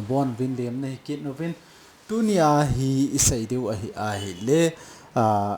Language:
Thado Chin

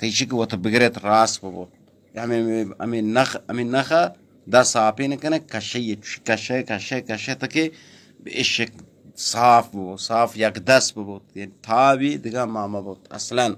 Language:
Baluchi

